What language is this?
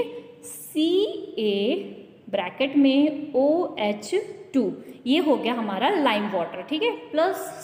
Hindi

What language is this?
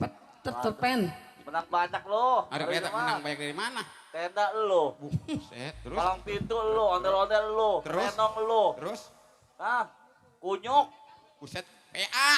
Betawi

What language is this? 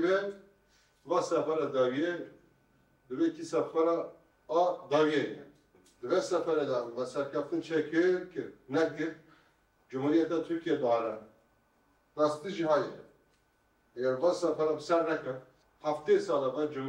Kurdish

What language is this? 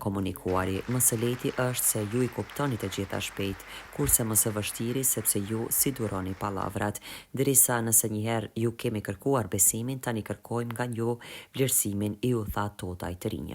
Albanian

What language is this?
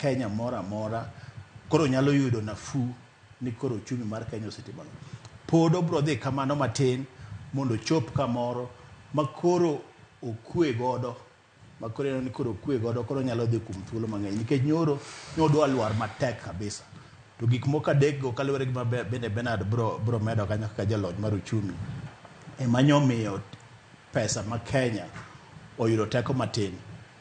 Luo (Kenya and Tanzania)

